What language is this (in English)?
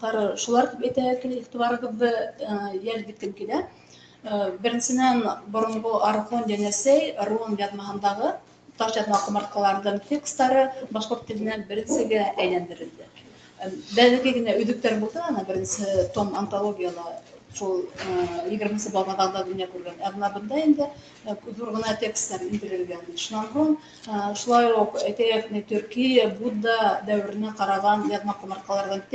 Bashkir